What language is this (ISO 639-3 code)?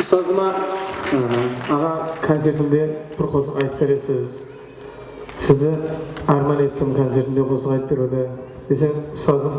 kaa